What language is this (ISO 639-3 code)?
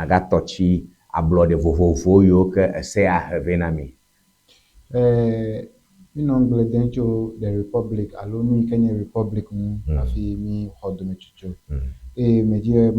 ewe